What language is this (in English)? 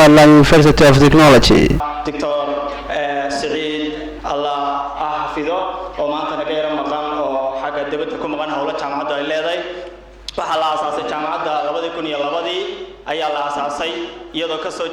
Somali